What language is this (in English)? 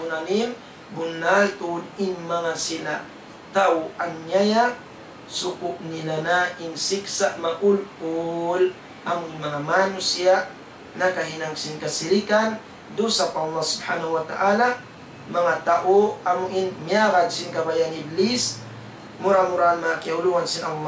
Tausug